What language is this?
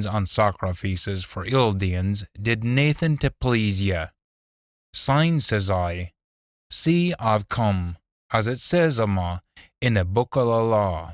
Scots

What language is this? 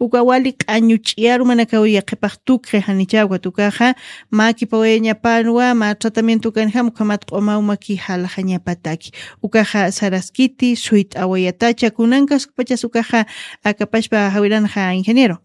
Aymara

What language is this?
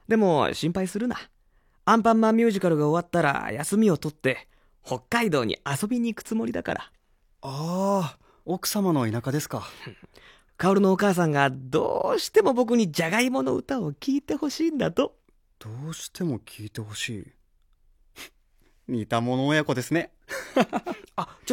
Japanese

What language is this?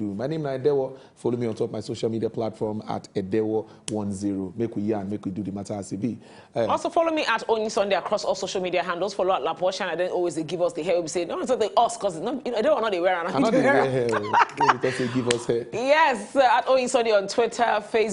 Nigerian Pidgin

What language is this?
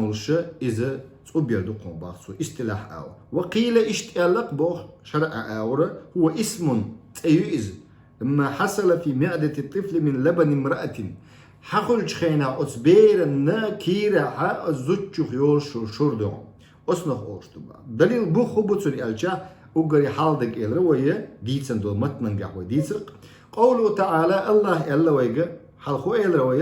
Chechen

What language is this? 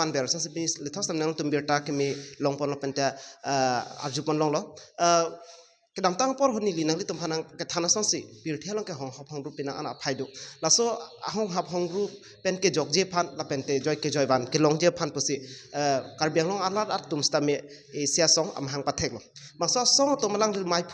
Karbi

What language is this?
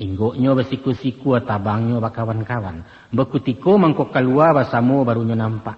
Minangkabau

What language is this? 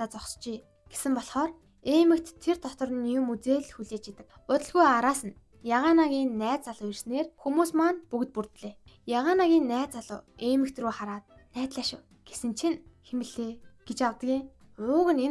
Mongolian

